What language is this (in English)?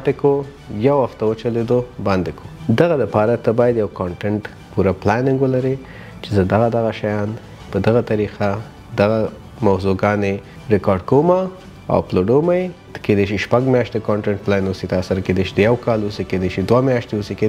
Pashto